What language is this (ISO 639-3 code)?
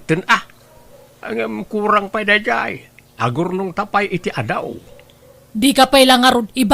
ilo